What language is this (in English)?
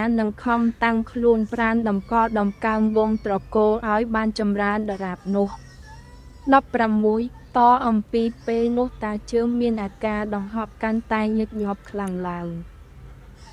Khmer